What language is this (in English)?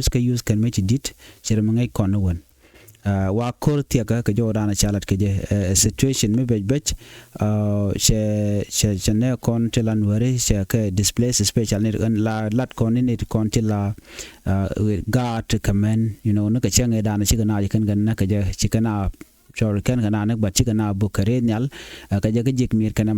Nuer